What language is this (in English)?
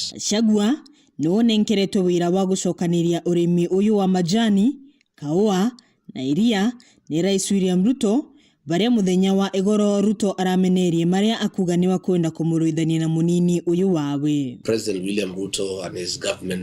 Meru